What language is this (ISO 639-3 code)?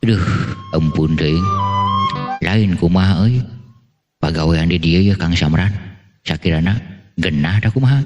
sun